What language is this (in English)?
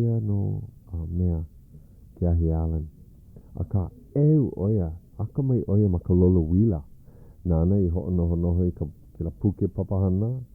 Hawaiian